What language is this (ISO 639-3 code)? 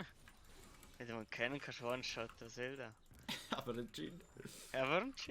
gsw